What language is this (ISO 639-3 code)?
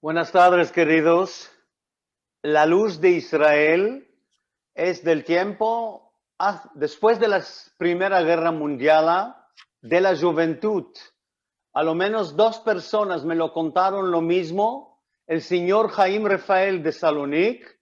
lad